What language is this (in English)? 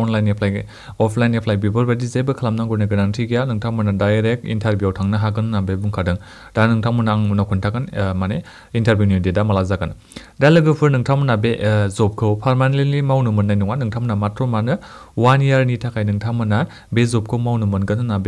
Bodo